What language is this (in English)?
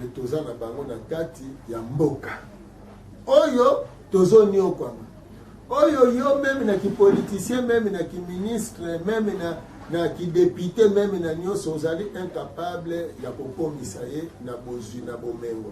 Lingala